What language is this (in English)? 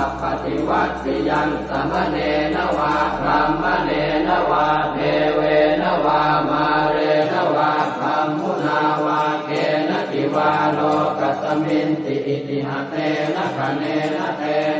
Pali